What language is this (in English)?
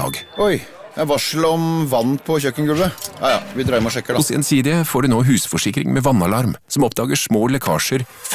Norwegian